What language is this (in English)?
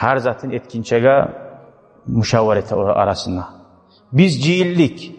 Kumyk